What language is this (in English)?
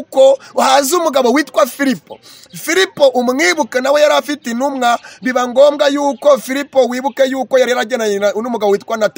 Kinyarwanda